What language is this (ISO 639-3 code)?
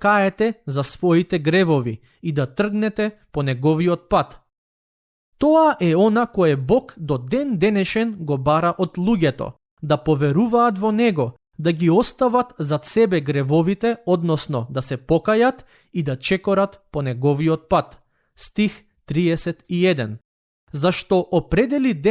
mkd